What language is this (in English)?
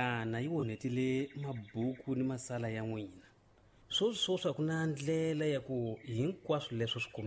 Tsonga